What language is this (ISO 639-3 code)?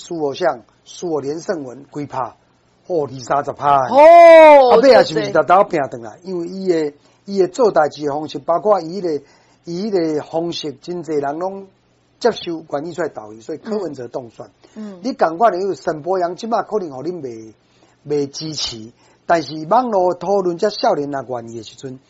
nan